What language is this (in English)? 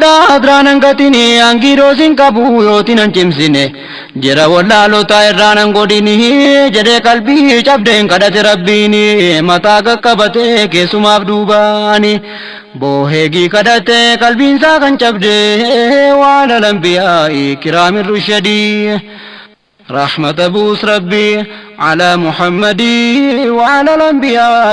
Oromo